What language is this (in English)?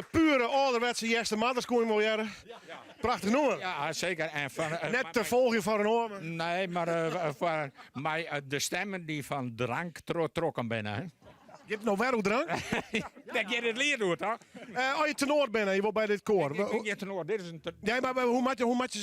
Western Frisian